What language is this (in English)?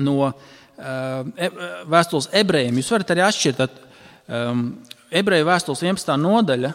Latvian